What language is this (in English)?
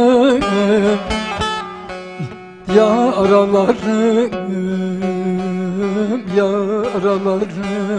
Turkish